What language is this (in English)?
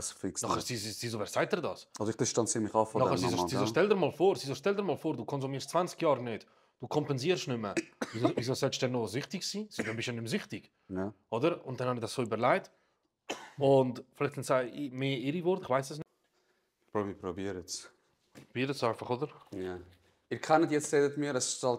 Swiss German